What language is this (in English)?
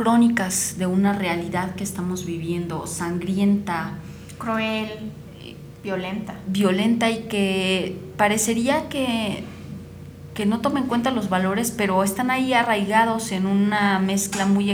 Spanish